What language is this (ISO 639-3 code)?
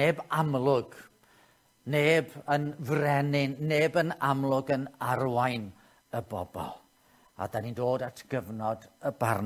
cym